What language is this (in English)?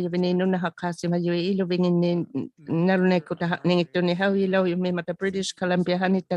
Inuktitut